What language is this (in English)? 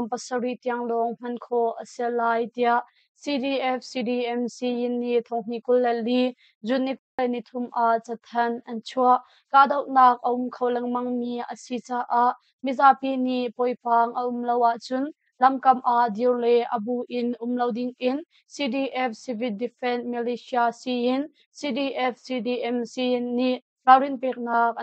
Hakha Chin